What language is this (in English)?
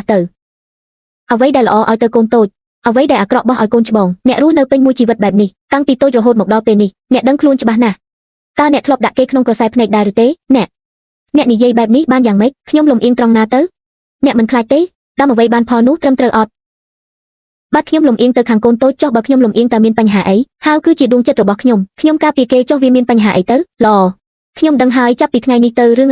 Khmer